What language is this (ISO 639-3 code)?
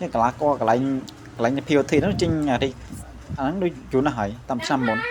khm